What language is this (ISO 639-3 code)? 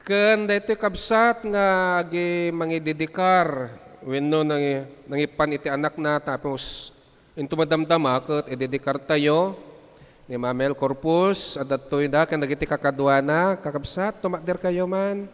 ilo